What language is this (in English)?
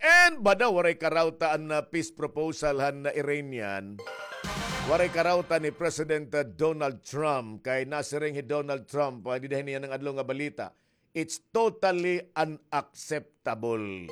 Waray